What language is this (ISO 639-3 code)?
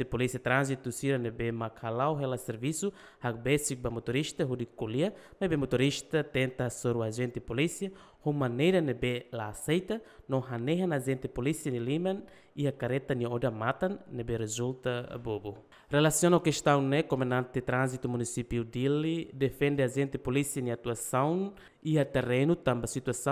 tet